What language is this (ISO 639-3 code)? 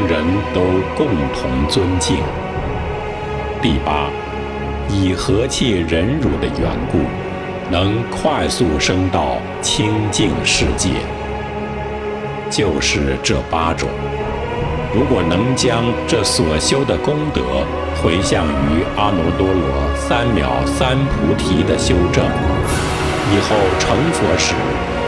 zho